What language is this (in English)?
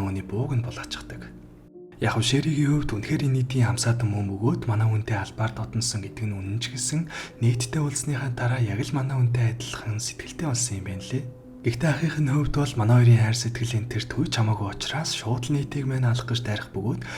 Mongolian